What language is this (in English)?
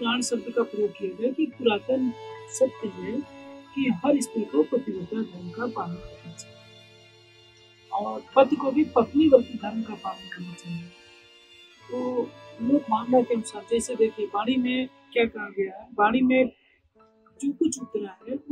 Hindi